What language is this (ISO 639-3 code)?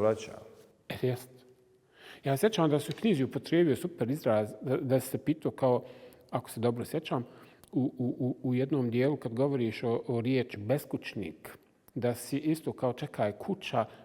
bos